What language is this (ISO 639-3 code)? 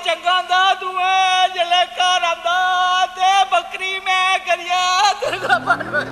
doi